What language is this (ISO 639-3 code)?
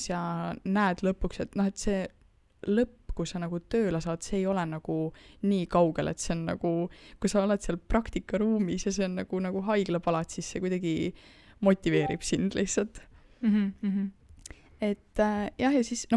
est